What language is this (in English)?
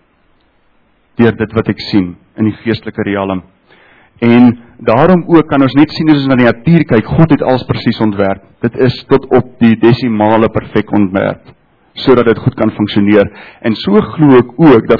Afrikaans